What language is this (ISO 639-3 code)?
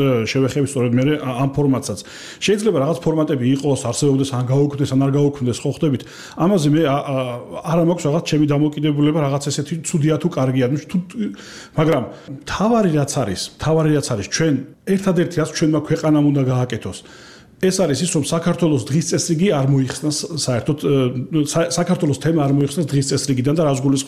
kat